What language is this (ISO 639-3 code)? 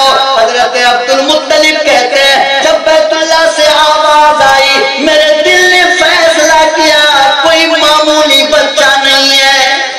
hin